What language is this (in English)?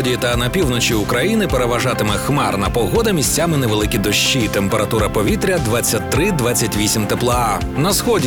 Ukrainian